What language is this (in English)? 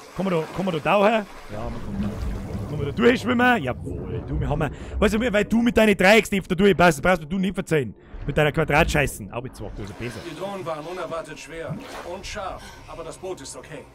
Bavarian